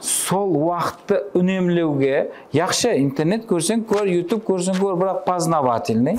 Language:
Kara-Kalpak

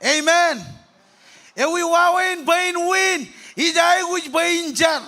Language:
Marshallese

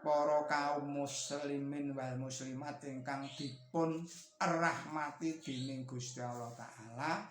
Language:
Javanese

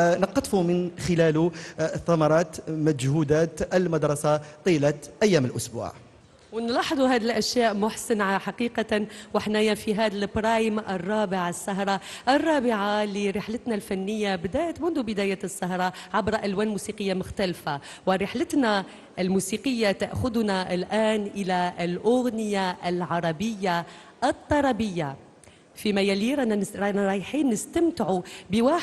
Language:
Algerian Arabic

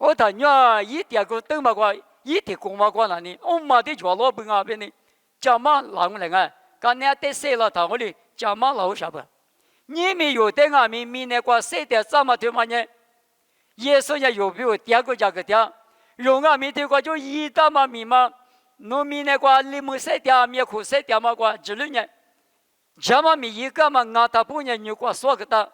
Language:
Lisu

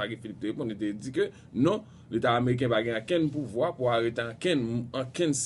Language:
Haitian Creole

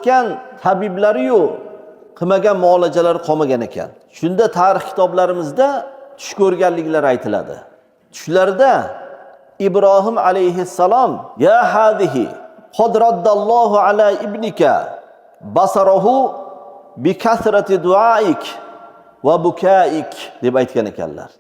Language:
Uzbek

